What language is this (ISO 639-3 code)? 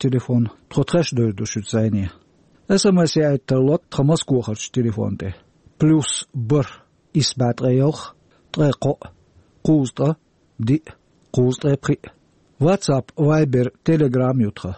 che